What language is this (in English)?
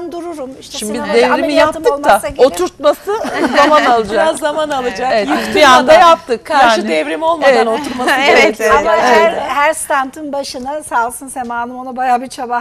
Turkish